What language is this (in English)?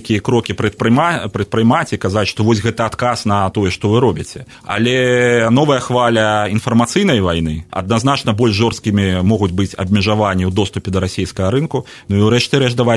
Belarusian